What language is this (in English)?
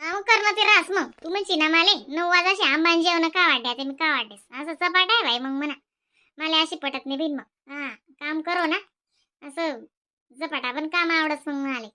Khandesi